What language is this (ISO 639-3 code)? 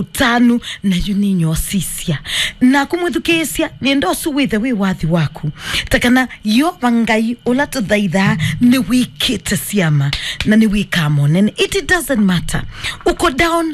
kam